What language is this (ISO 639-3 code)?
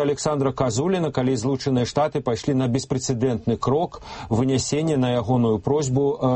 bel